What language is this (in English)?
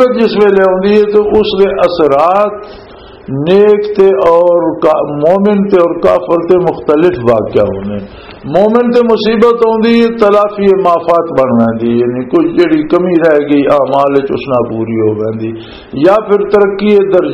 Western Panjabi